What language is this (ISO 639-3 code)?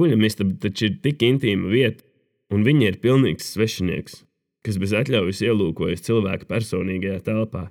lav